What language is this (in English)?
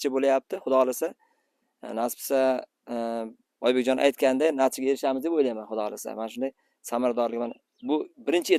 Uzbek